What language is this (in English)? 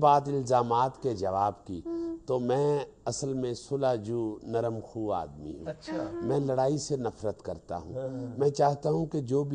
Urdu